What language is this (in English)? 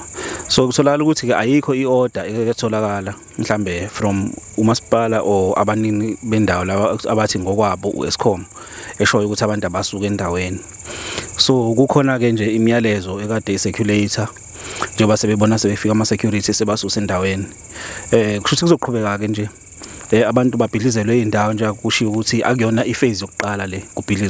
Zulu